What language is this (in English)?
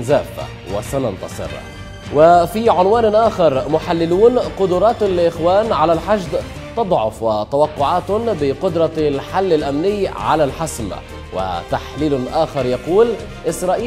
Arabic